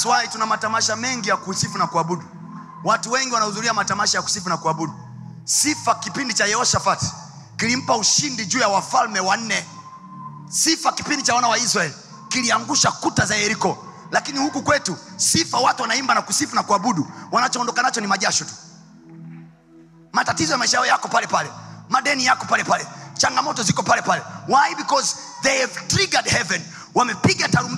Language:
Swahili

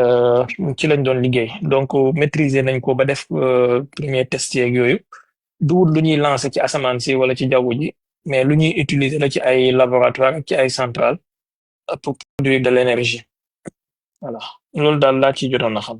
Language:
Wolof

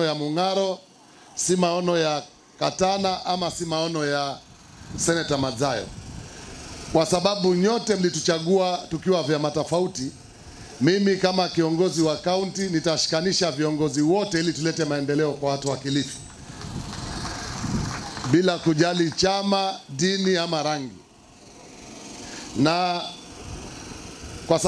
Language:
Swahili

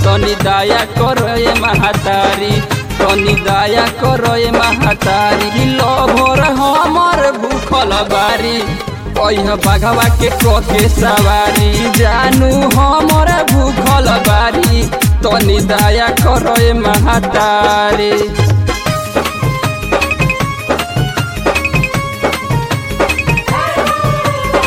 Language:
Bhojpuri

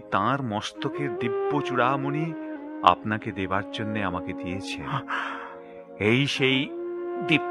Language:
Bangla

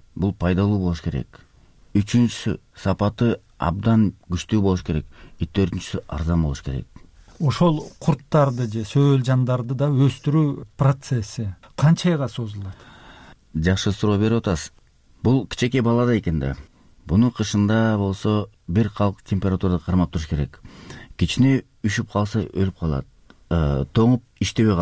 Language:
Kyrgyz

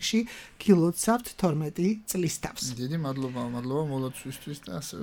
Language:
Georgian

